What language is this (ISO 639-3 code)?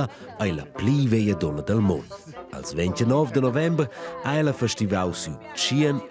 roh